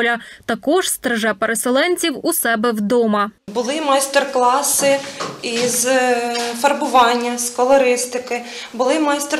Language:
Ukrainian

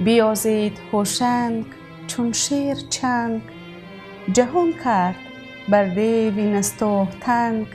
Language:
Tajik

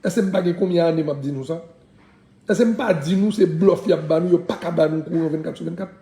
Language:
Haitian Creole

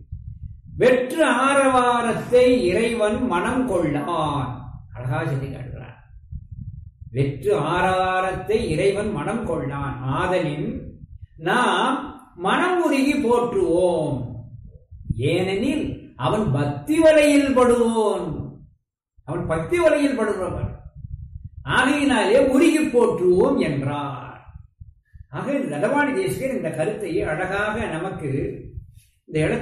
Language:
Tamil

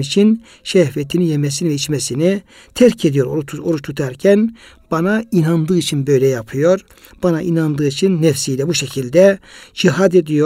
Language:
Turkish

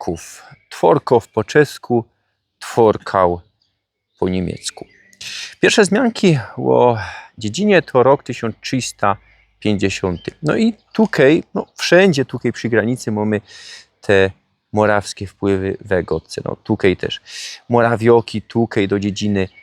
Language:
Silesian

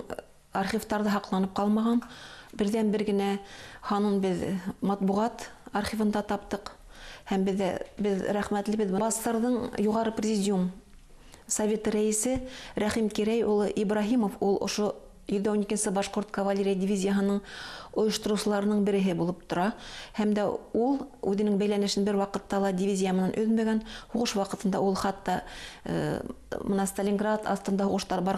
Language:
Bashkir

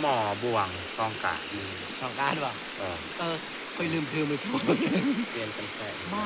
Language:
Northeastern Thai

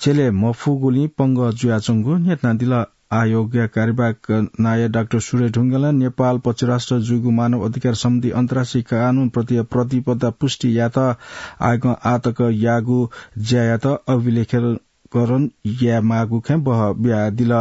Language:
Newari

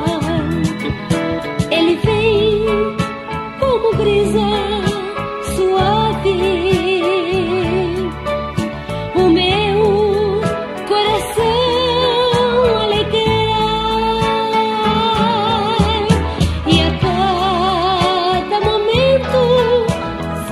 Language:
Portuguese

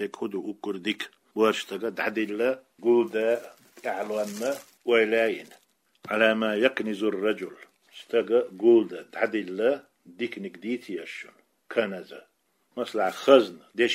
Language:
Chechen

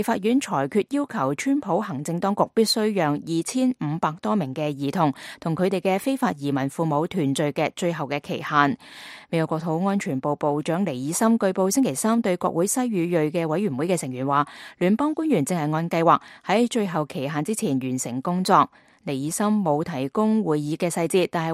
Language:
Cantonese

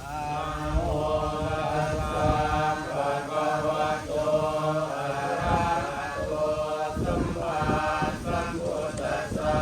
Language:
Pali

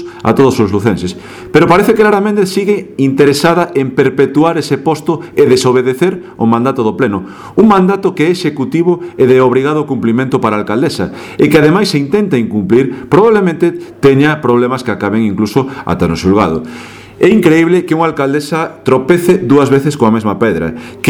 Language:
Galician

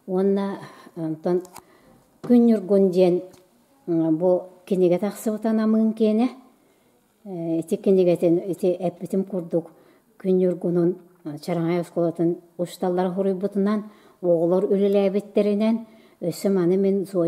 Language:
Yakut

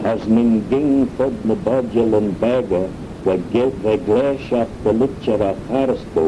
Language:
Manx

